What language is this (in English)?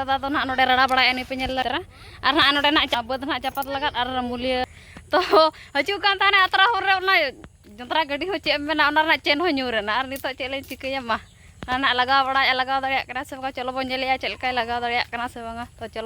Santali